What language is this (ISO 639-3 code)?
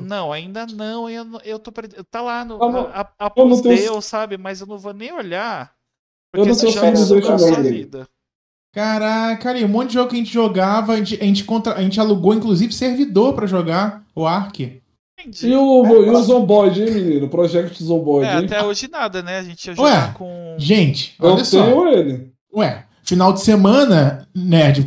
por